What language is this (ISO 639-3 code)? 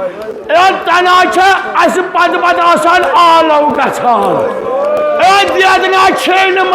kas